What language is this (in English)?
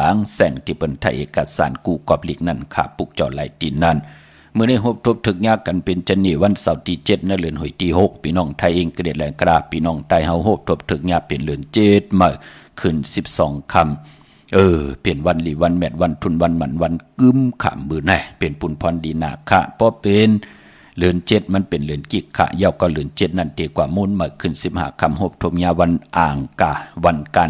Shan